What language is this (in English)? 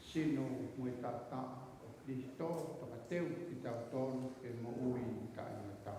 Tongan